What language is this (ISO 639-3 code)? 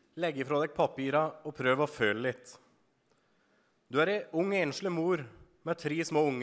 nor